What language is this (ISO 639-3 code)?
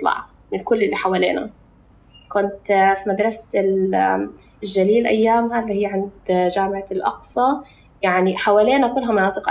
apc